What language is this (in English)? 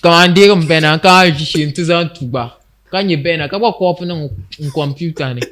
Dagbani